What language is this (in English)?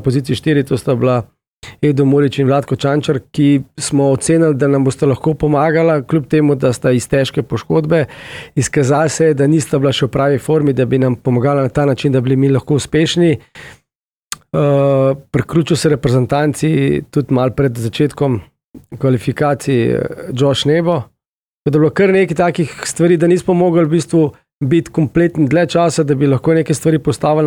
Slovenian